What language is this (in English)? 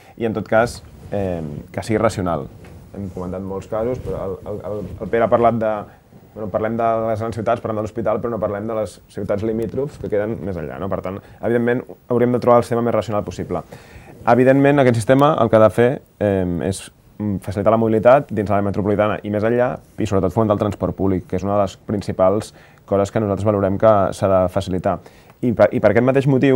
Catalan